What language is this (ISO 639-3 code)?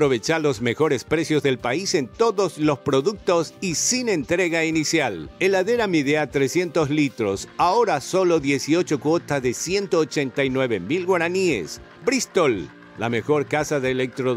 spa